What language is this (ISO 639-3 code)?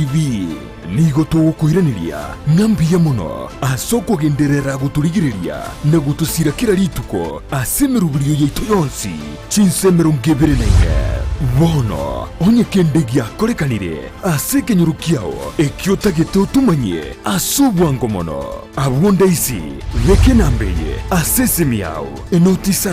guz